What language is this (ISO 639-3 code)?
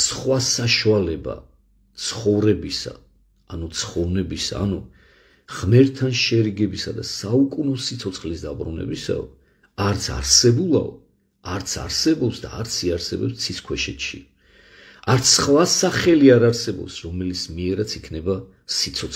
kat